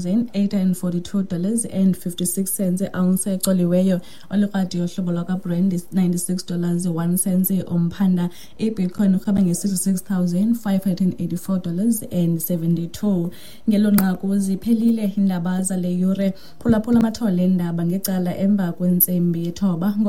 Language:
Xhosa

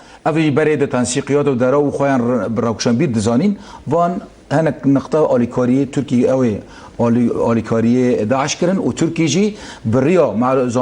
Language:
Kurdish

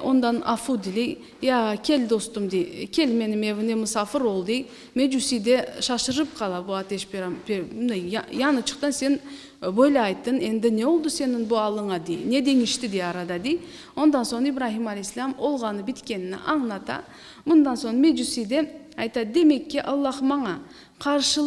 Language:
Crimean Tatar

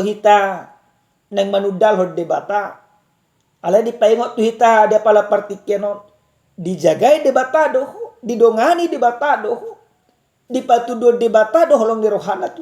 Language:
Batak Toba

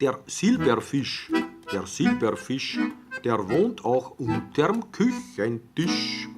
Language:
Bavarian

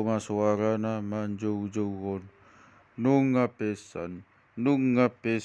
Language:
Batak Toba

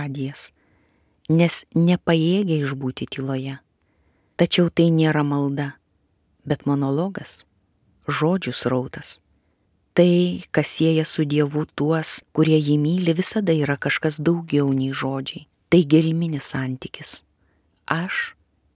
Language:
Lithuanian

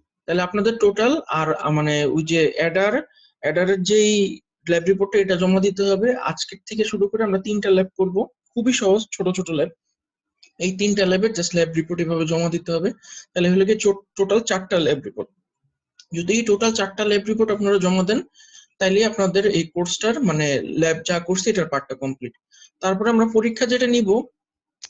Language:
Bangla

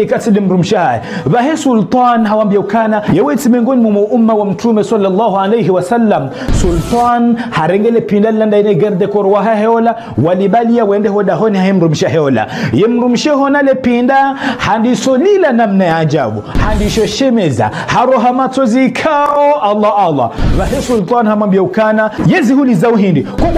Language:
Ngazidja Comorian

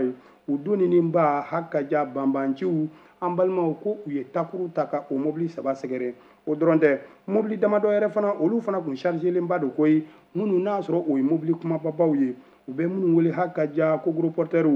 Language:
Bambara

